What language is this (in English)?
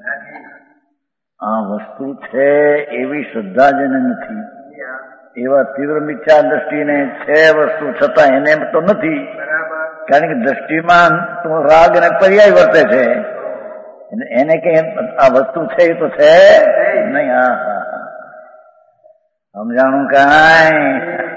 Gujarati